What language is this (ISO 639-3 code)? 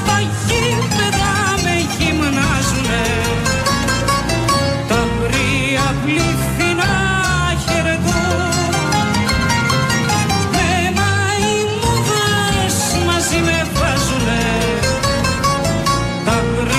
ell